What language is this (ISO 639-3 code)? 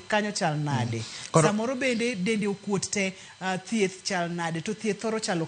luo